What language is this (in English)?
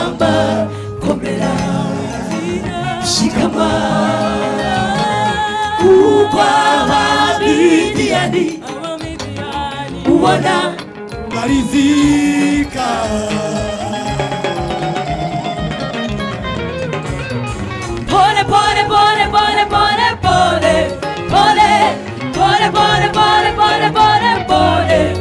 Kinyarwanda